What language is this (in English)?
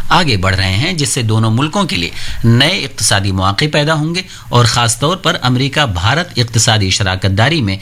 Urdu